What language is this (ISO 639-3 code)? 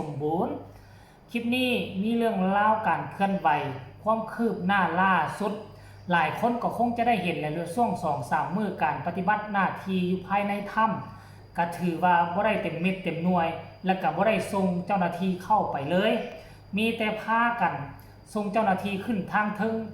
lao